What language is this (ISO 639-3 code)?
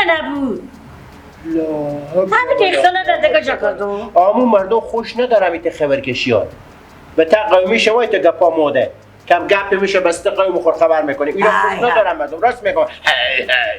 fas